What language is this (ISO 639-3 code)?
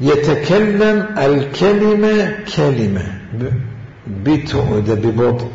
acm